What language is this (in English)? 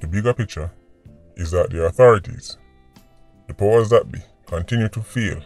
Jamaican Creole English